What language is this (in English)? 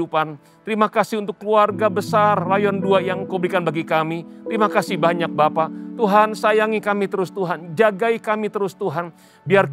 Indonesian